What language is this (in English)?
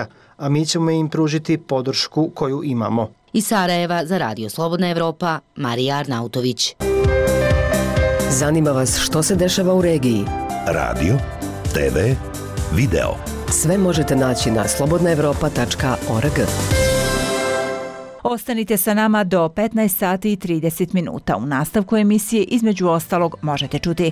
Bosnian